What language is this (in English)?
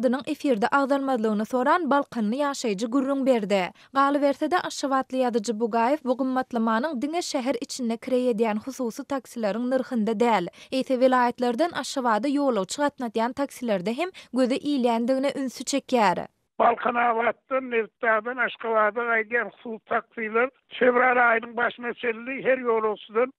Turkmen